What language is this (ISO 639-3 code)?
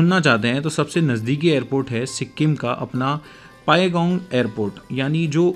hin